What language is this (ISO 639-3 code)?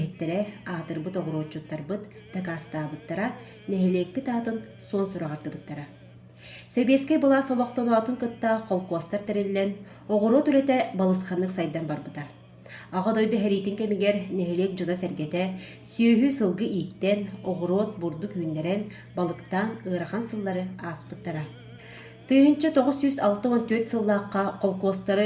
sah